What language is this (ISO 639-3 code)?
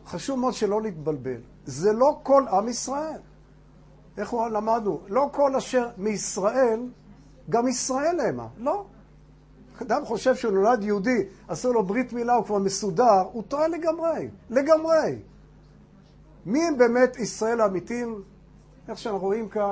heb